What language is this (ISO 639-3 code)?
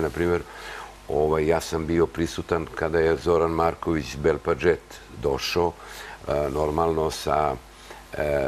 srp